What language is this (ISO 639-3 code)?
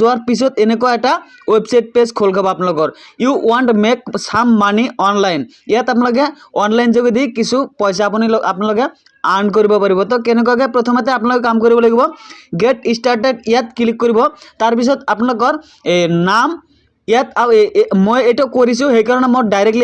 asm